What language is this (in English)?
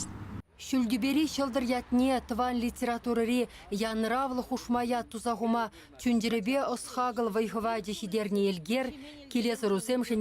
Chuvash